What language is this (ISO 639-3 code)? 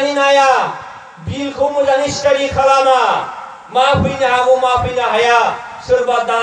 brx